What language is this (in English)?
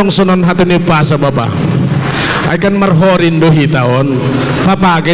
Batak Simalungun